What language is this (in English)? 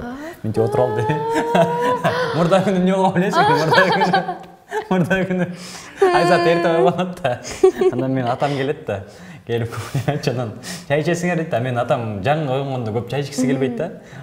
Kyrgyz